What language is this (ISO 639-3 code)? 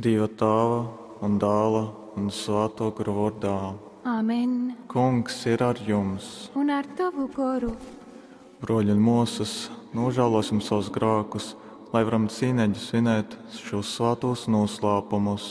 ltg